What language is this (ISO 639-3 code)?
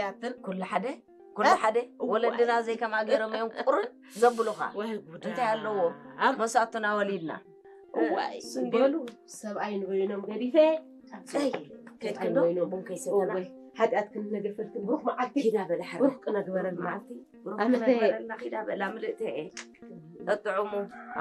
tir